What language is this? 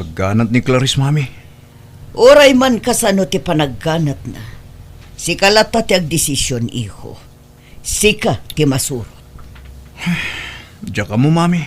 Iloko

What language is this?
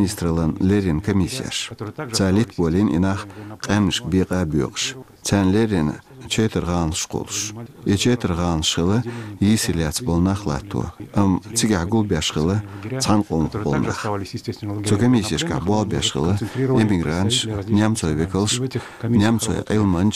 Chechen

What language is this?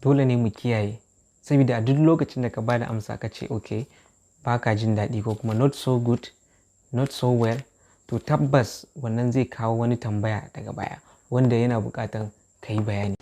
Hausa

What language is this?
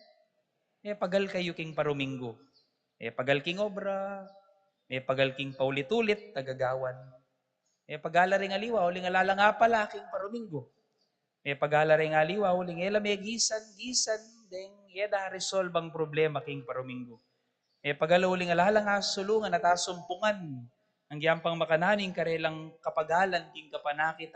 Pampanga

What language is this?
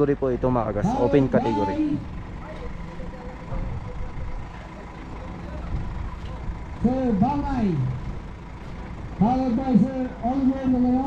Filipino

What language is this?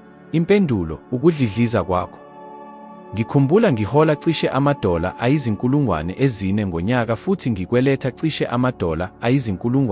Zulu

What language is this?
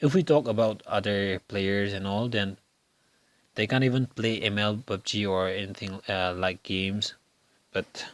Tangkhul Naga (India)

